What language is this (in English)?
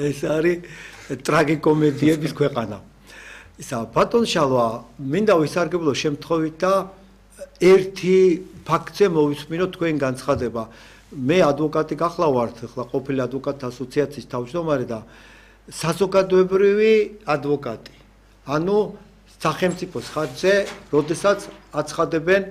Georgian